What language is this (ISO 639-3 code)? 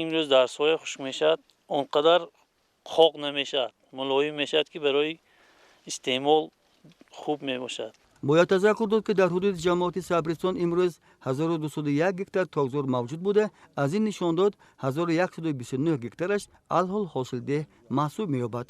tgk